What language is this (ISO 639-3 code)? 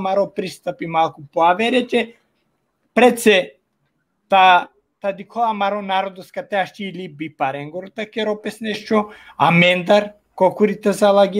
rmn